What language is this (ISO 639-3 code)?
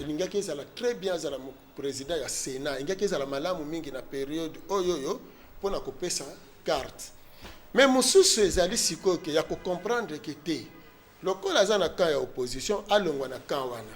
lin